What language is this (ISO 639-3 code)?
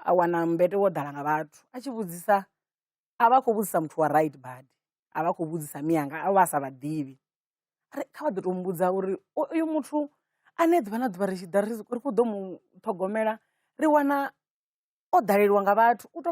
ven